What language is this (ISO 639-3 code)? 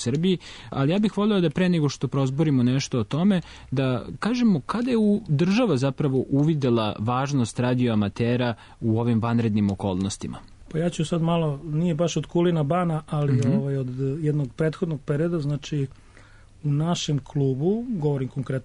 srp